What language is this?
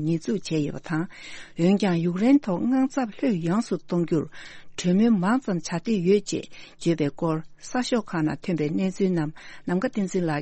Tibetan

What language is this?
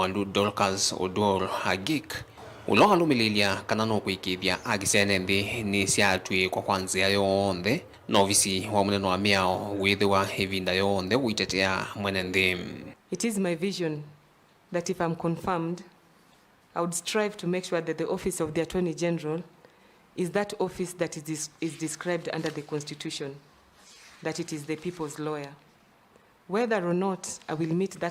Kamba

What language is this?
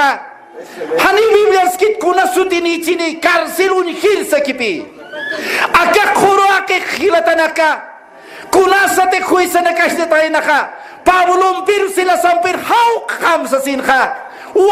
Aymara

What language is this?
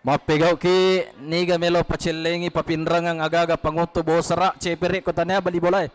Buginese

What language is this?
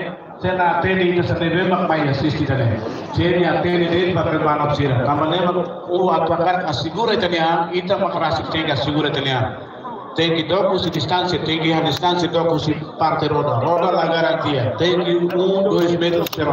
Tetum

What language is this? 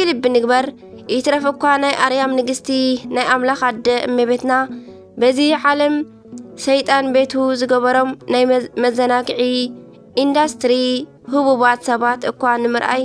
Tigrinya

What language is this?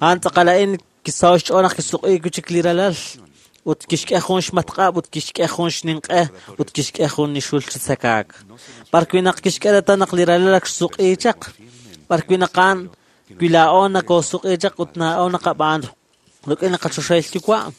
Kekchí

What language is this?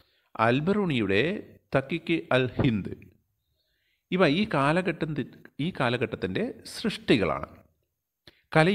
Malayalam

